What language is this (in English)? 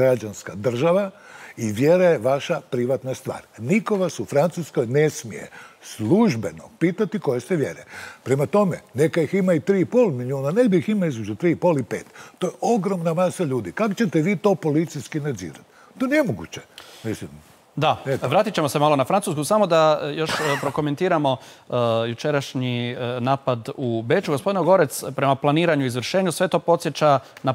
Croatian